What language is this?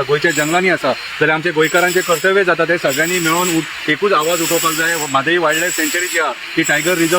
Konkani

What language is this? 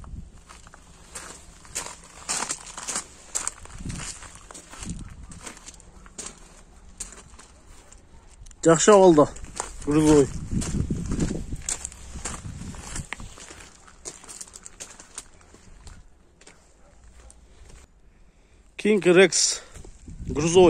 Kyrgyz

